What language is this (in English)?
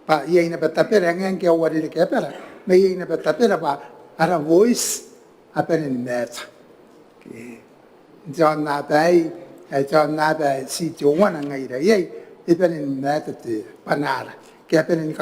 Gilbertese